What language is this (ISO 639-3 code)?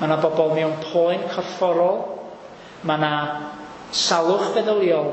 cym